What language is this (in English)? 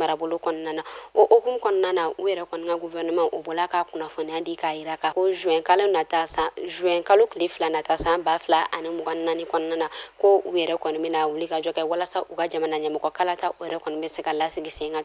Bambara